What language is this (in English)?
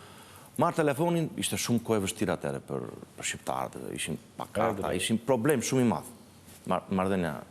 Albanian